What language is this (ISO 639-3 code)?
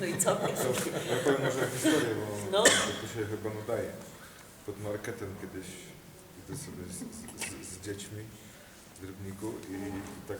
szl